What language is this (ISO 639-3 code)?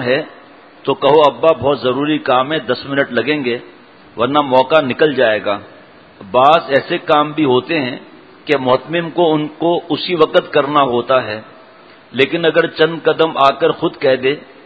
urd